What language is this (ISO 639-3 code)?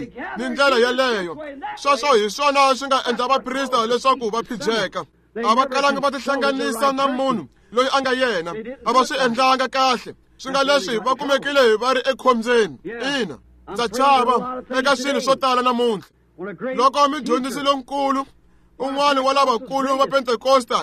tso